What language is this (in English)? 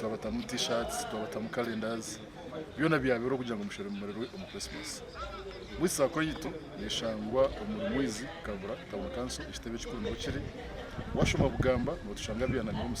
Nyankole